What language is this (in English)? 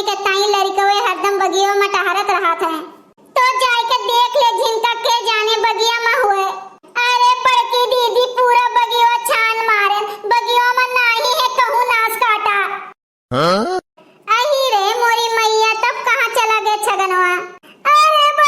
Awadhi